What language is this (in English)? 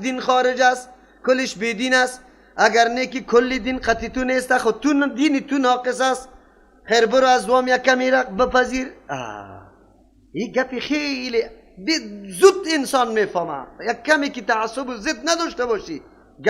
Persian